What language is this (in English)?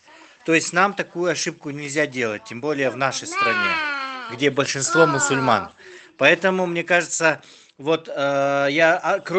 Russian